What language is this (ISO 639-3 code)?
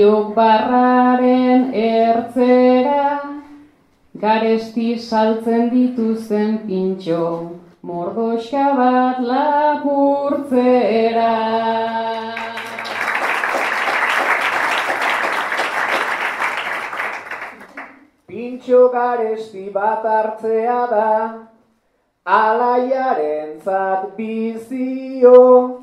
eus